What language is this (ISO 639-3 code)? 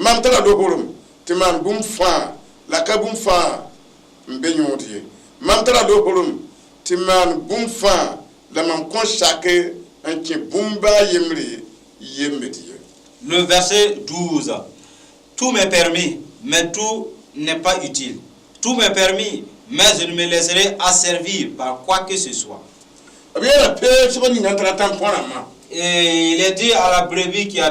mos